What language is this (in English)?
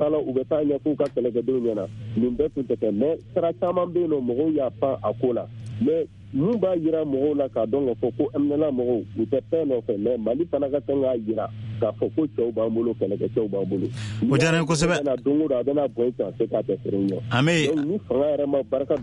Bambara